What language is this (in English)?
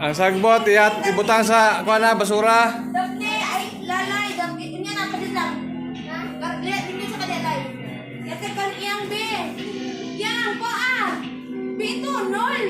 Cebuano